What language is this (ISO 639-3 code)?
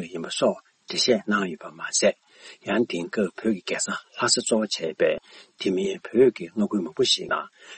bod